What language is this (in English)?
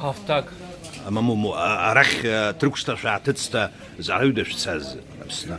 Abkhazian